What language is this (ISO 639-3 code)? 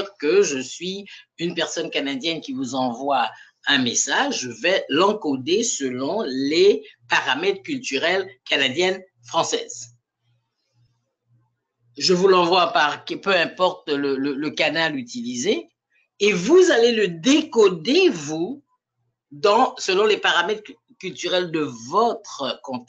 fra